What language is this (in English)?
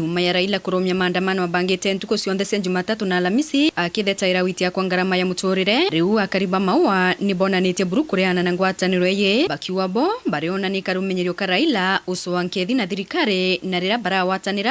Meru